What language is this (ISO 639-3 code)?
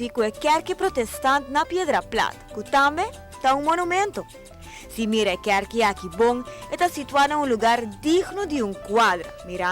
pap